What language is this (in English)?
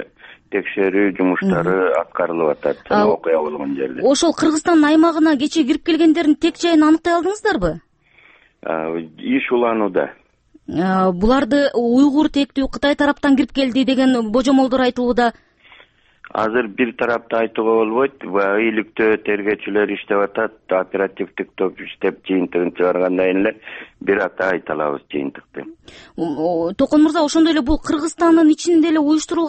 Kyrgyz